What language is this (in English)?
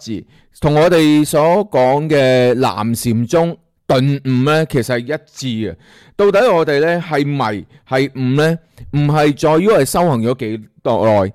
Cantonese